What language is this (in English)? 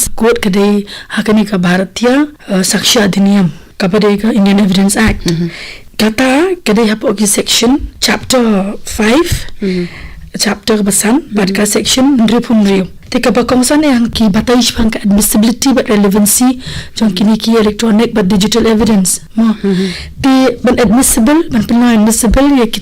Khasi